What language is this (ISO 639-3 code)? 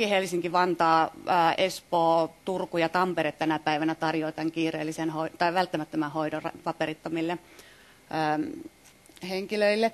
fin